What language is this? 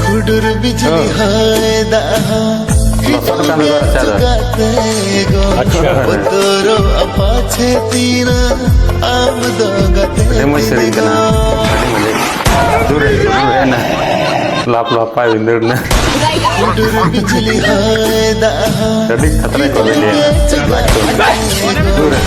Santali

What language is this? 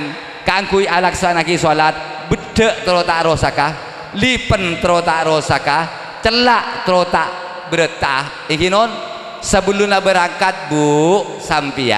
Madurese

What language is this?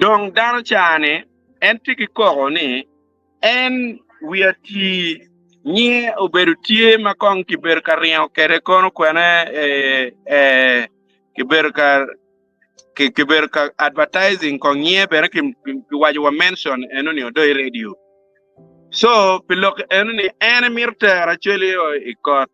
Acoli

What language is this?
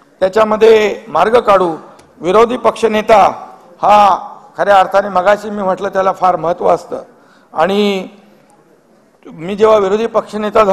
Marathi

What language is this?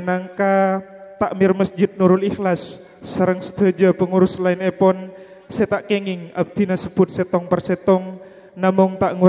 Madurese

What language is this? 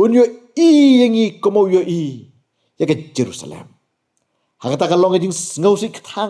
Khasi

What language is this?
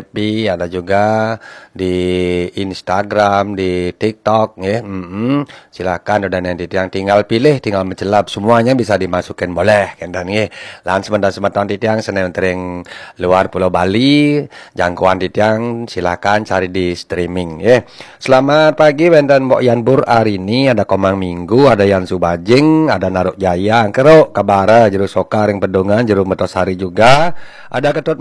Balinese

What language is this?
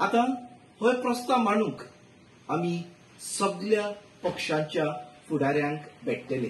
Konkani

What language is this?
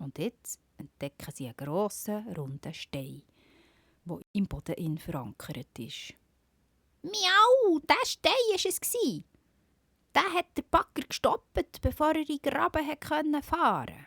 Swiss German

